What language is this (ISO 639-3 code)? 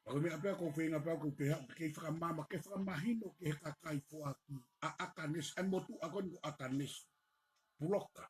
ton